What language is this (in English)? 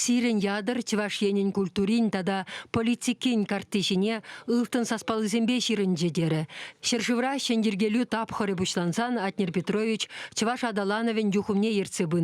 Chuvash